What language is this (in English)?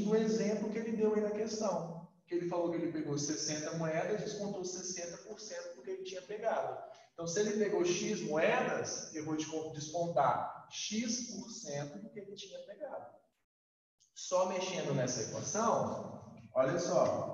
Portuguese